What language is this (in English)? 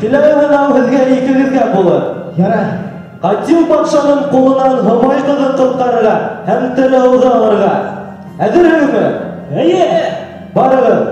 Bashkir